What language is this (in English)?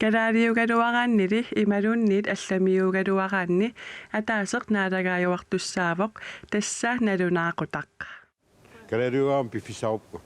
Kalaallisut